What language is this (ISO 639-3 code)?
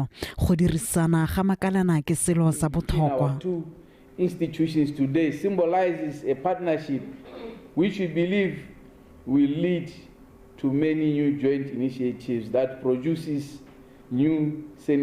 tsn